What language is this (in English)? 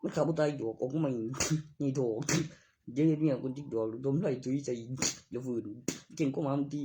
Northeastern Thai